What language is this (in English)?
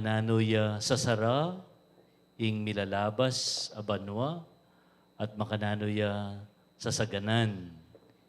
Pampanga